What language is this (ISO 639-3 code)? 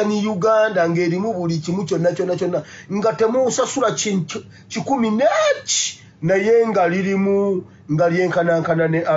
lug